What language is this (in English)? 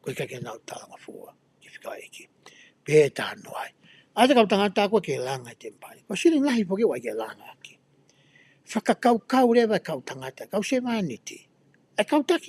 Tongan